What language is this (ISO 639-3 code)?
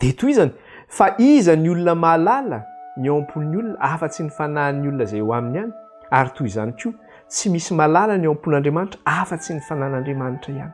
mlg